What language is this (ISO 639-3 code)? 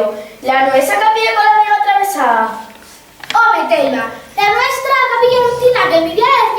ast